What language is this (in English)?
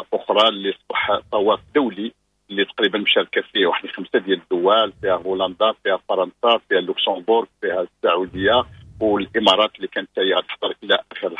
Moroccan Arabic